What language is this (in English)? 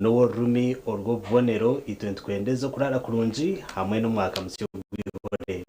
Nyankole